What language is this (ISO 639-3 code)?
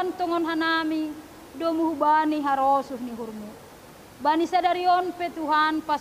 bts